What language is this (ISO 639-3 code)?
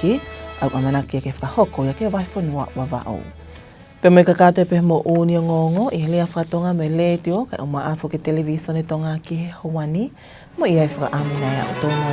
ton